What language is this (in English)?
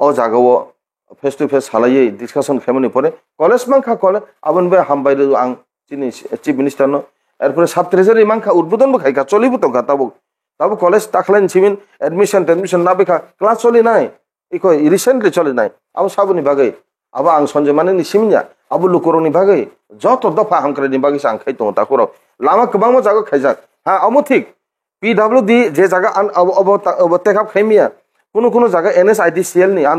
Kok Borok